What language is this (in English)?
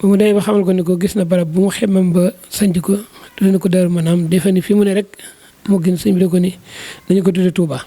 Wolof